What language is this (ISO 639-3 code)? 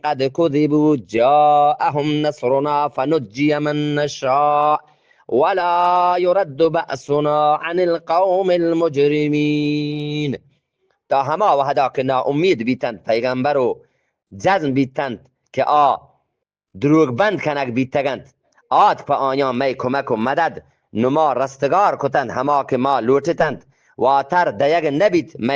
bgp